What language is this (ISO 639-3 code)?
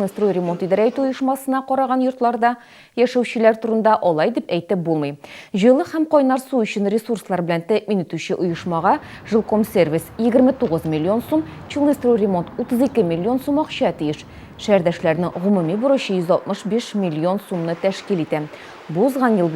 tat